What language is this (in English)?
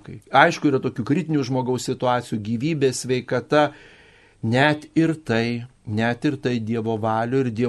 Lithuanian